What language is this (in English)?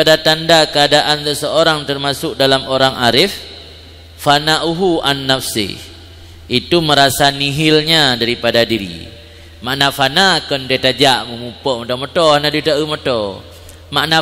Achinese